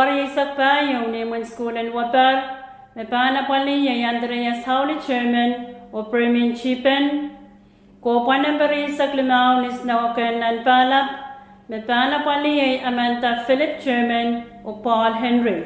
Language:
Pohnpeian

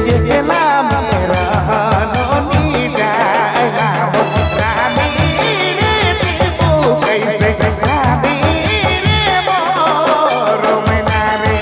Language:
Sadri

